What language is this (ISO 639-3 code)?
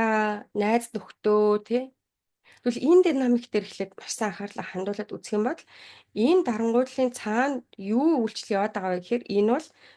mon